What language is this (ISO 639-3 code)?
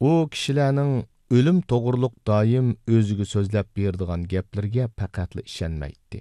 uig